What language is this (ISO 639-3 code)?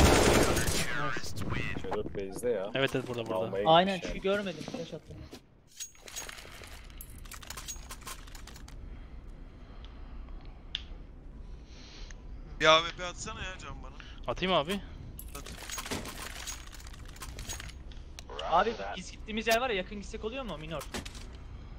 tur